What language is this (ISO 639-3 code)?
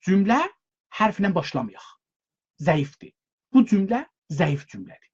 azb